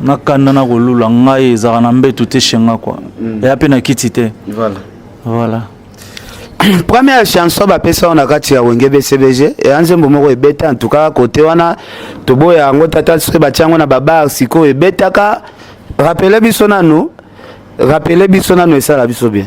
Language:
Lingala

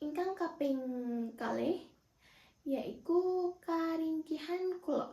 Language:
Javanese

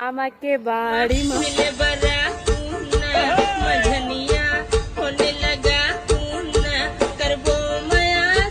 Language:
Chhattisgarhi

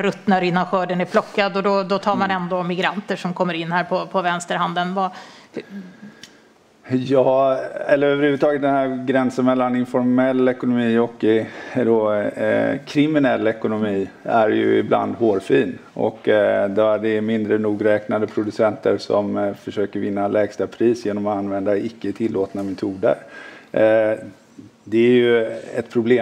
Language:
Swedish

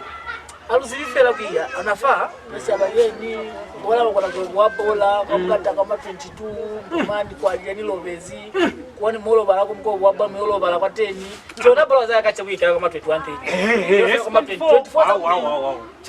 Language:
Lozi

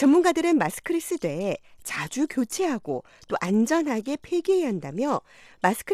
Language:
Korean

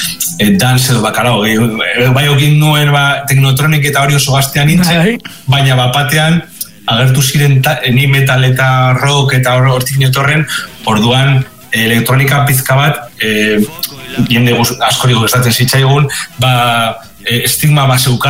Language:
Basque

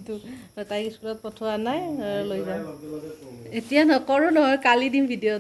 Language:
Assamese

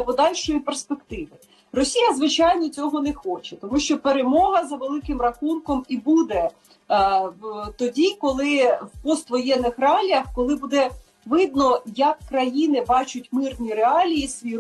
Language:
Ukrainian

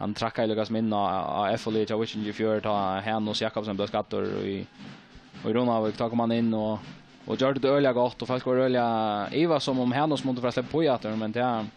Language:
Faroese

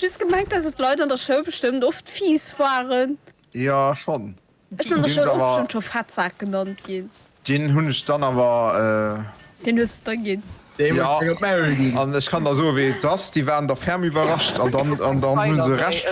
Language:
Luxembourgish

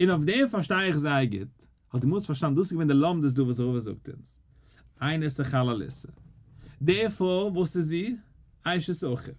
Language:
Yiddish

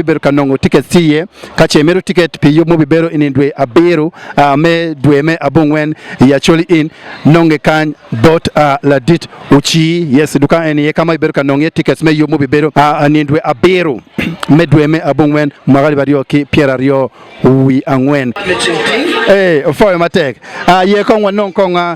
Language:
Acoli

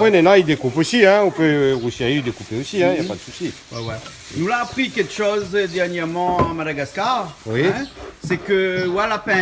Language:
Réunion Creole French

